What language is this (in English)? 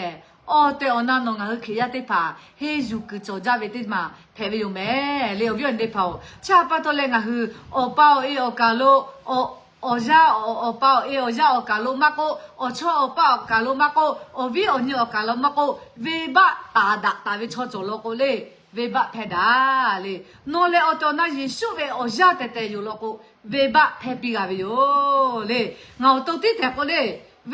Lahu